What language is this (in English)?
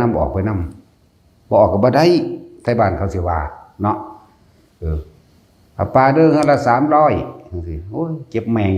Northeastern Thai